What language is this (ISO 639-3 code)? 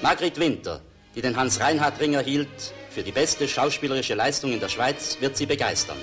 gsw